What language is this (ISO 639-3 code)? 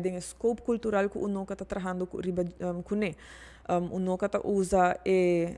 pap